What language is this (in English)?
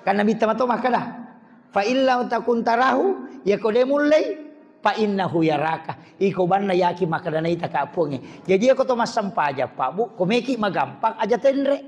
Buginese